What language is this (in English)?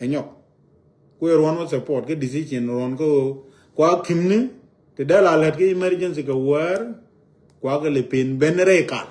Nuer